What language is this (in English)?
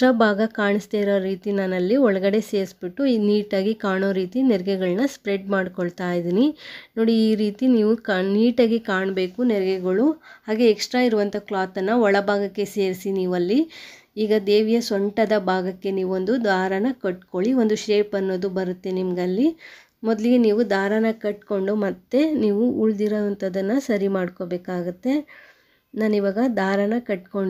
Kannada